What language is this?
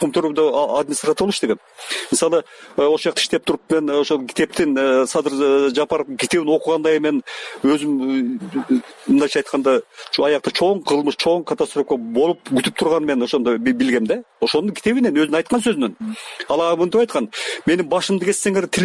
Kyrgyz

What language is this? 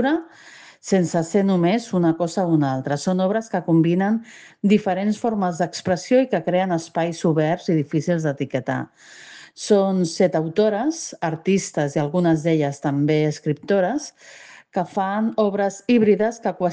Catalan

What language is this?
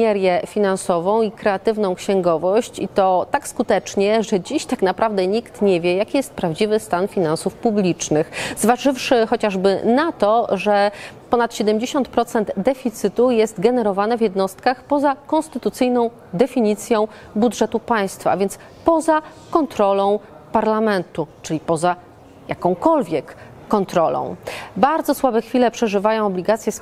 Polish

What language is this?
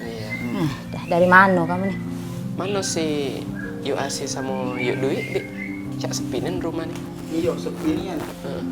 Musi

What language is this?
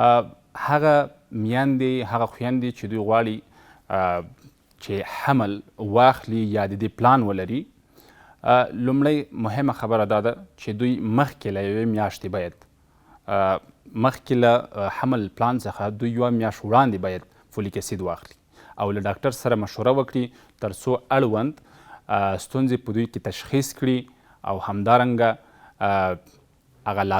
Pashto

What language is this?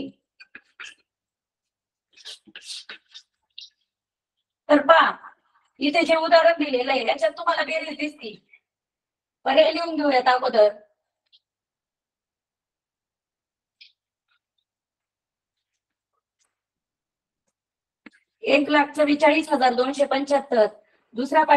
Marathi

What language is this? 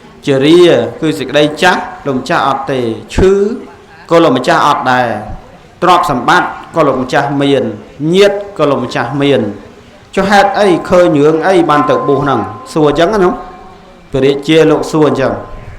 Khmer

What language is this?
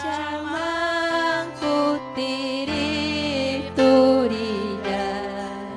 Ayacucho Quechua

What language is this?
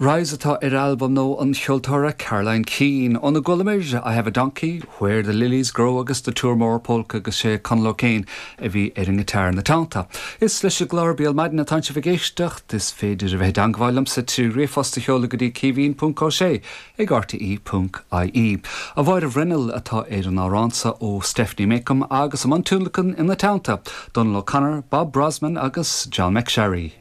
Irish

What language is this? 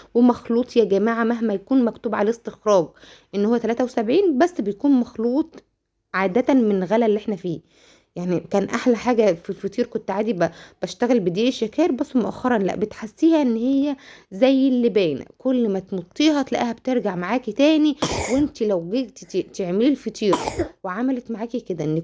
Egyptian Arabic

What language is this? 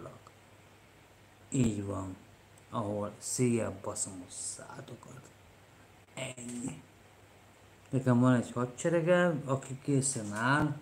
Hungarian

